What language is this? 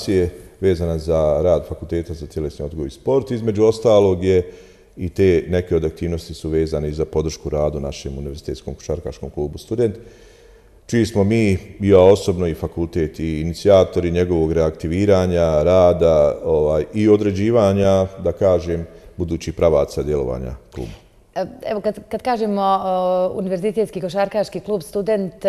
Bosnian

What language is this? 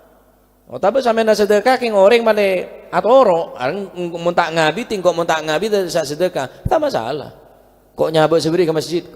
Madurese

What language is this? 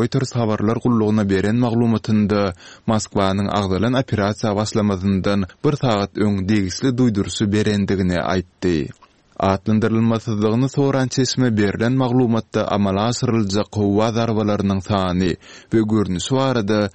Turkmen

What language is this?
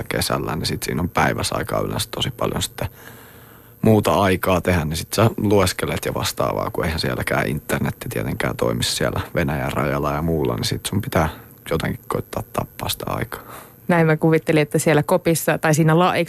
Finnish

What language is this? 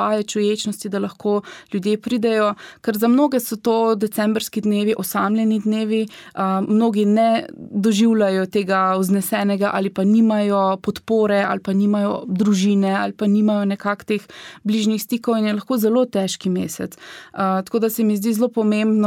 Slovenian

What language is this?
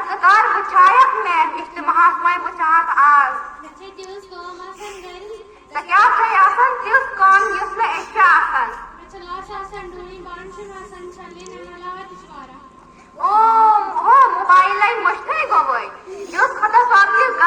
Kashmiri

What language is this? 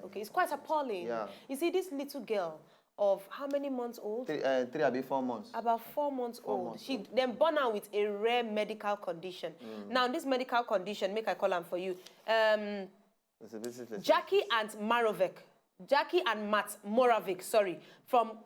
Nigerian Pidgin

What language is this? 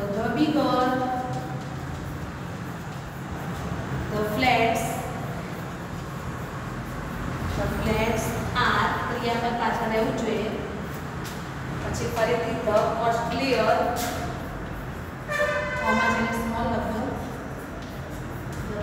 Gujarati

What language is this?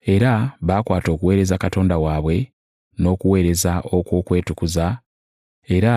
Ganda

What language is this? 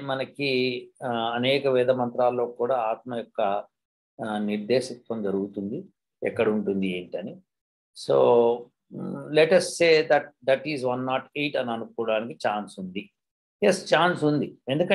Telugu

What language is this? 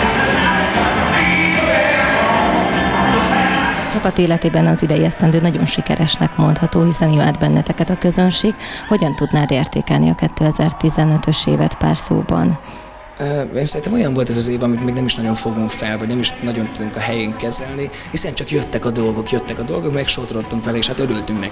Hungarian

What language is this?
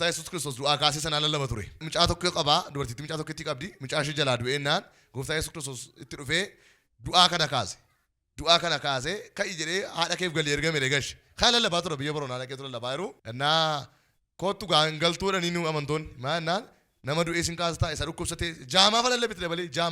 Oromo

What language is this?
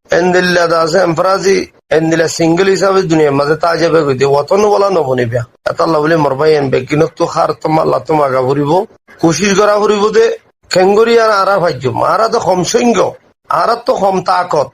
Rohingya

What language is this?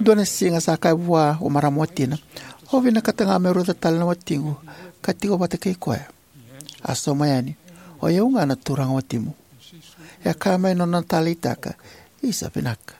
Fijian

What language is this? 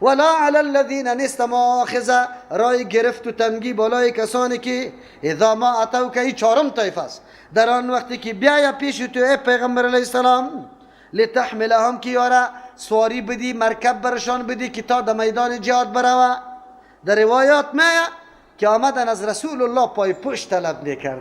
Persian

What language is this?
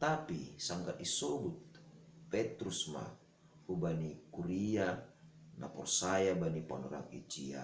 Batak Simalungun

